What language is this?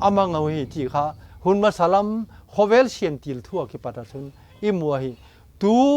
Vaiphei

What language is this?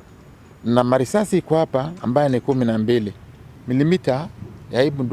Meru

